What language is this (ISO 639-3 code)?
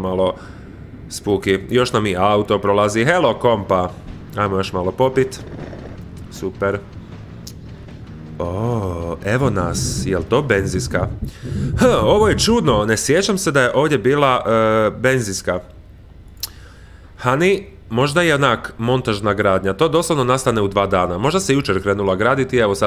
hrv